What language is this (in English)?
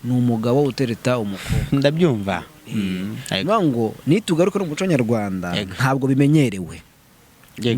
Kinyarwanda